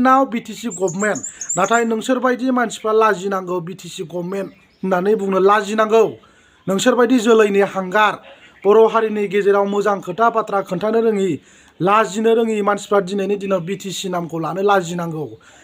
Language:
Bodo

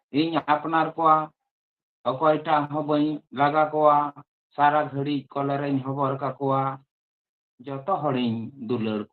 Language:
Santali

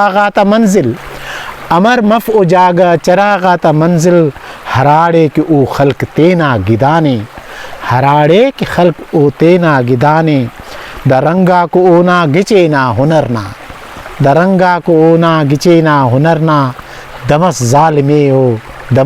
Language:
Brahui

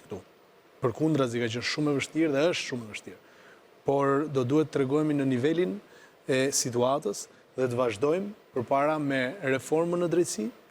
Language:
Albanian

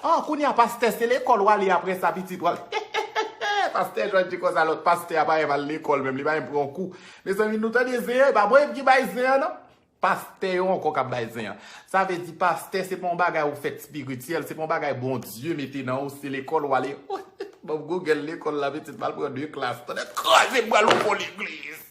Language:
Haitian Creole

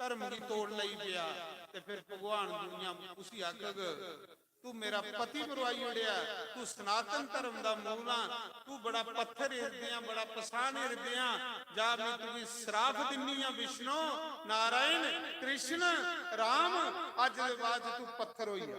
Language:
Dogri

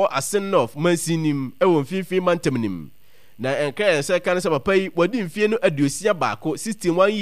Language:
Akan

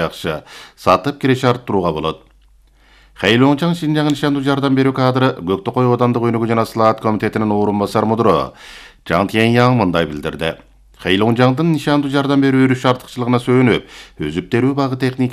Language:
Kyrgyz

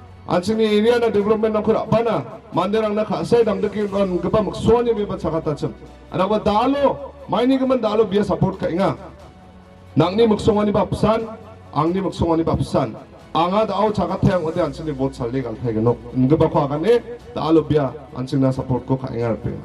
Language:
Garo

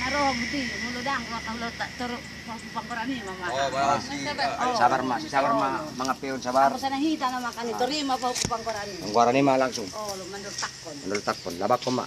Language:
Batak Toba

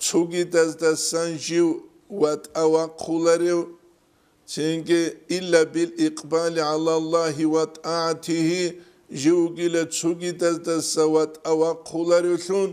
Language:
Avaric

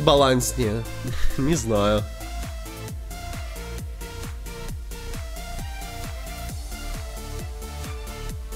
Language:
Russian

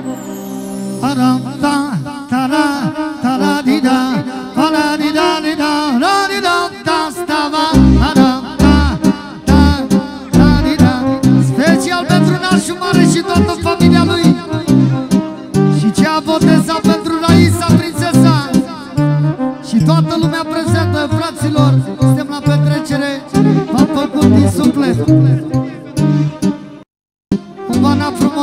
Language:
Romanian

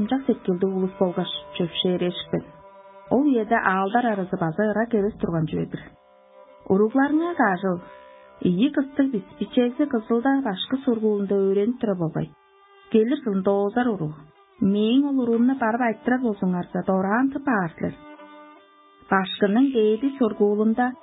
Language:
Tuvinian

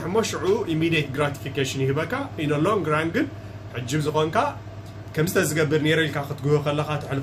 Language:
Tigrinya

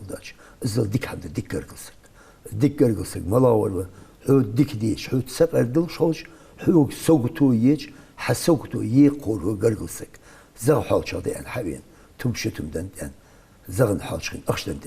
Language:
Ingush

